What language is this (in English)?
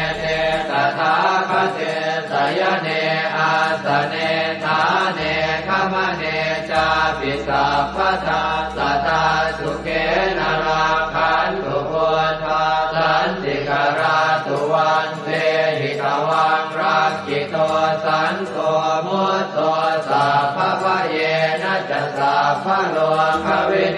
Pali